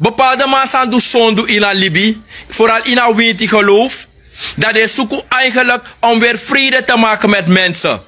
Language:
Sranan Tongo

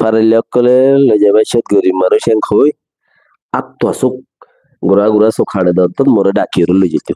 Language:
Rohingya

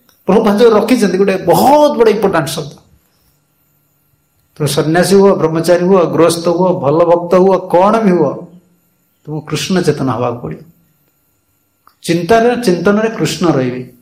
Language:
Odia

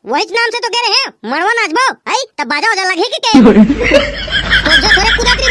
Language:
Chhattisgarhi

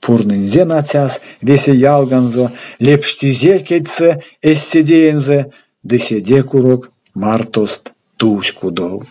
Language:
Erzya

